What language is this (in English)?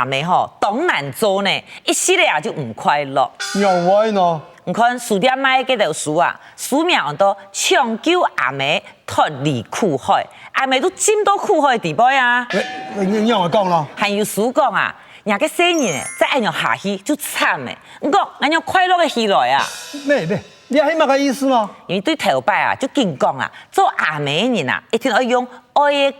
Hakka Chinese